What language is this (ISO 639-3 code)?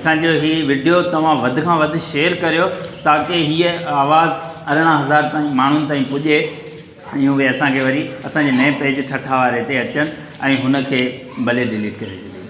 snd